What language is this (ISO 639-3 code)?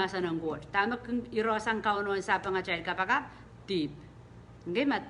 pon